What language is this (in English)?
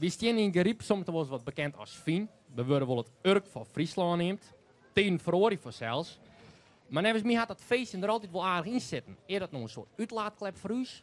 Western Frisian